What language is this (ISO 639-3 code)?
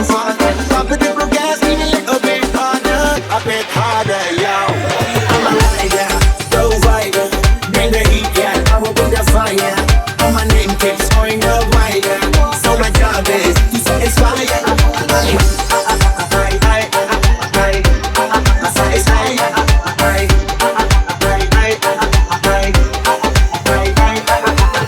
pan